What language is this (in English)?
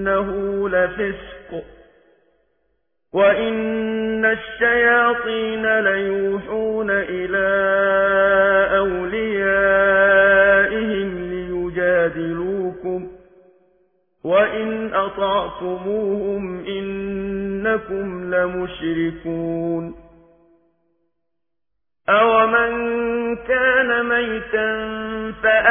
Arabic